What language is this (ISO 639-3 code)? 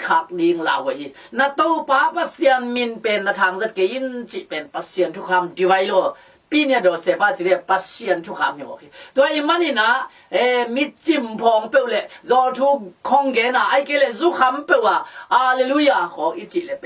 ctd